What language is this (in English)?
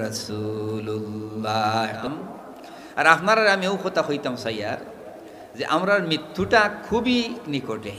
Sylheti